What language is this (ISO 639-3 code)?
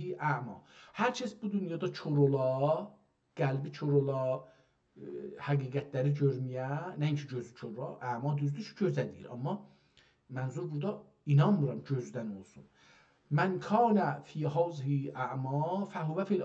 azb